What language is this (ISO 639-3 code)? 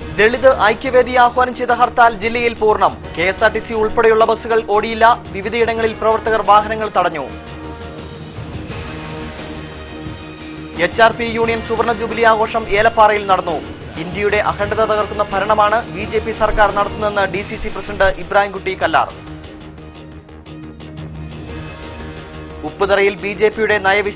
mal